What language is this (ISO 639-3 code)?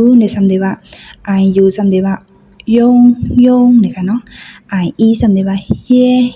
shn